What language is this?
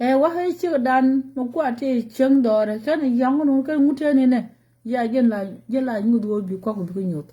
Nuer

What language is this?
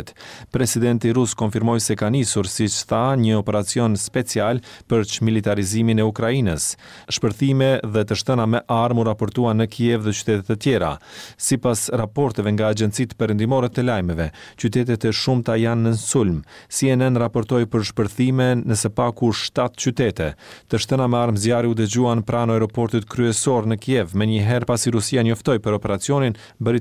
Albanian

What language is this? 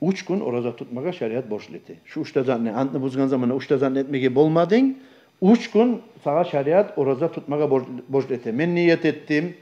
Kumyk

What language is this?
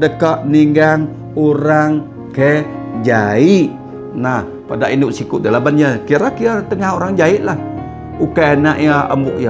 Iban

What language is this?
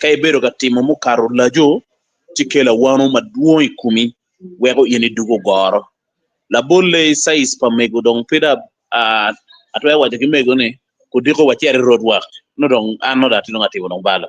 Acoli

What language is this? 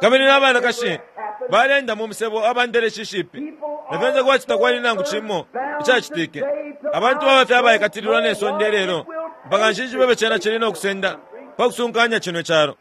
Bemba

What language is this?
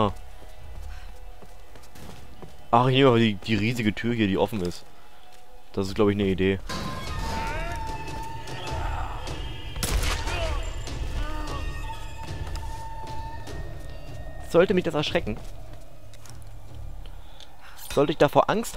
German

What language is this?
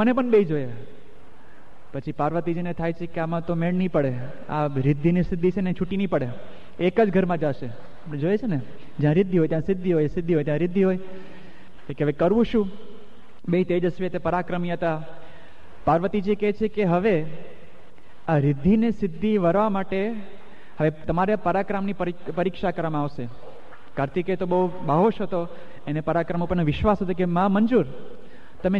Gujarati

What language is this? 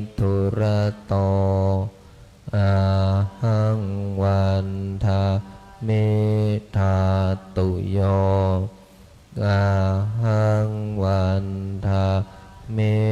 Pali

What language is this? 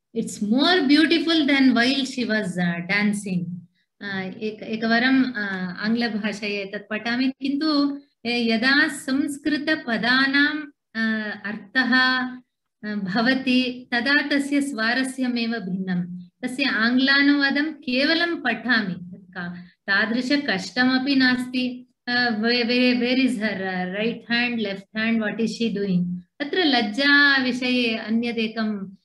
Sanskrit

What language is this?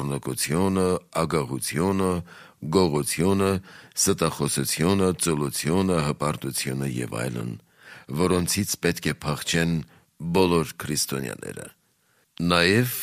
Armenian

